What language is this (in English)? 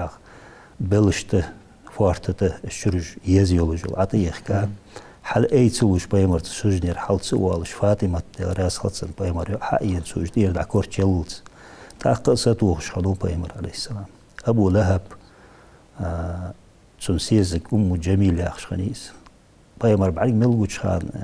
Ingush